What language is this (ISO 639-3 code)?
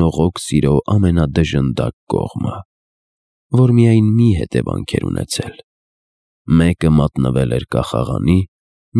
hye